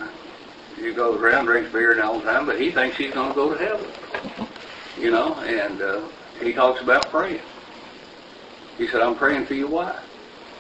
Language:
English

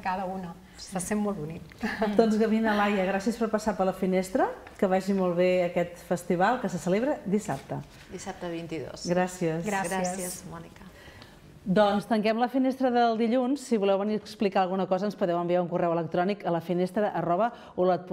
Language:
Catalan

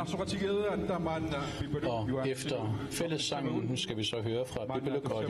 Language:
Kalaallisut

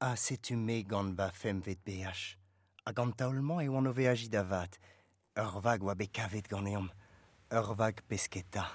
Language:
Breton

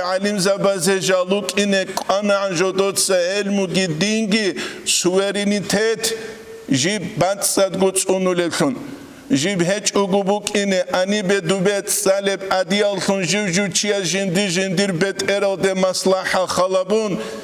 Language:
Avaric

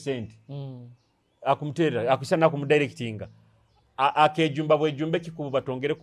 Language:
Nyoro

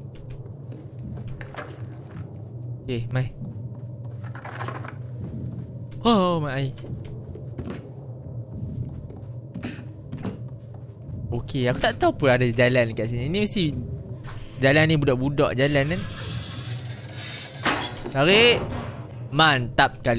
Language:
Malay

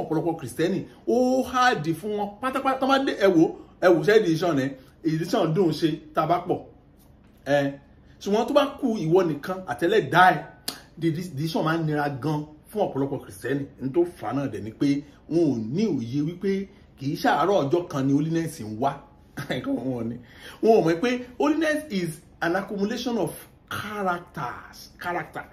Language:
Yoruba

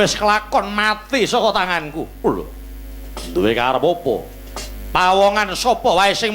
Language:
Javanese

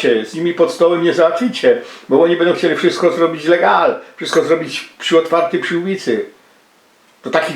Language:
Silesian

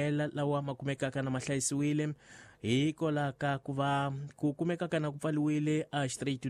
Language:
Tsonga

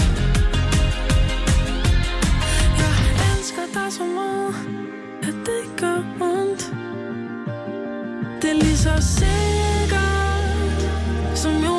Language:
Danish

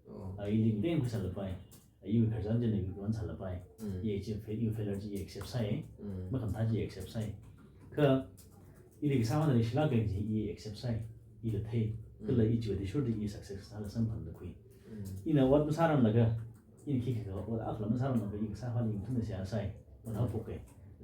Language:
Tangkhul Naga (India)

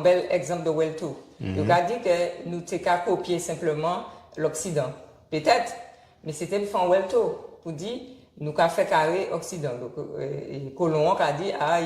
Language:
Guadeloupean Creole French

